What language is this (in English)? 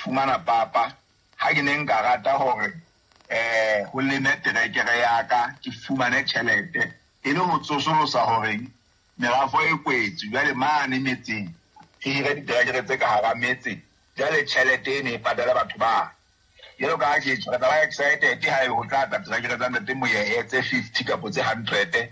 Southern Sotho